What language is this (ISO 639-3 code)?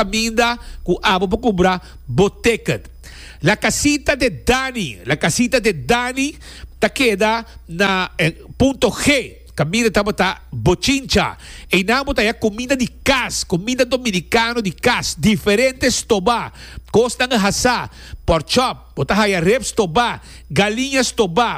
pap